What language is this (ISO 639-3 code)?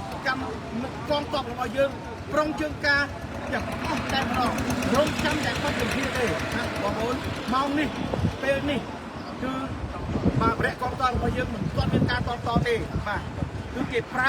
khm